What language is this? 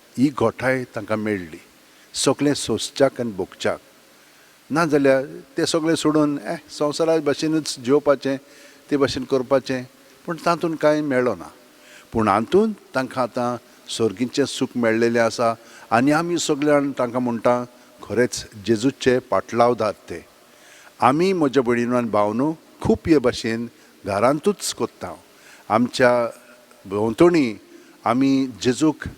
Konkani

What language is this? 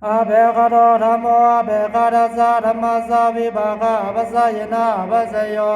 Pali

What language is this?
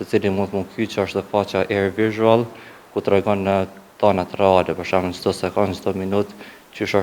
Albanian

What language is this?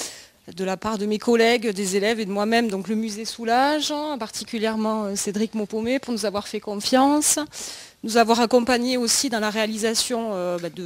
French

